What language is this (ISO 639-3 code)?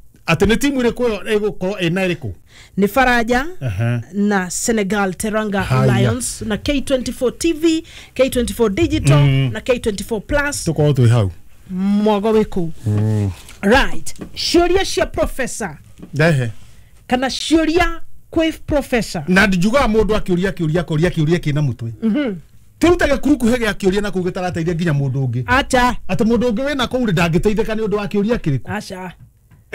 kik